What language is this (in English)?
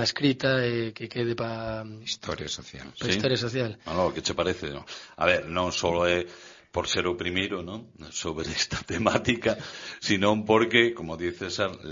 Galician